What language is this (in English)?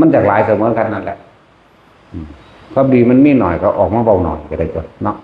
Northeastern Thai